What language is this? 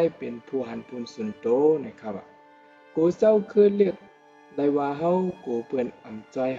Shan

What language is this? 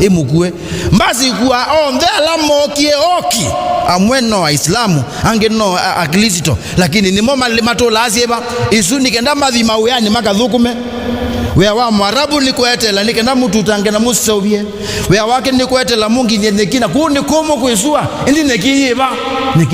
Kamba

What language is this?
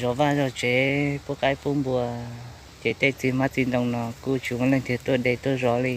Hmong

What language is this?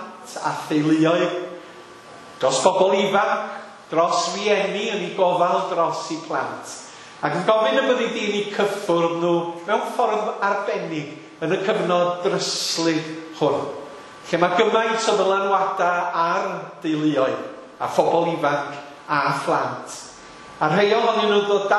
Welsh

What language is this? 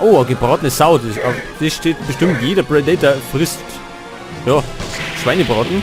Bavarian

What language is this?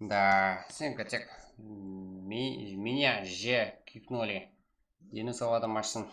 Kara-Kalpak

